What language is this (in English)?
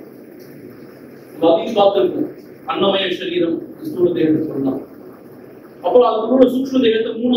Tamil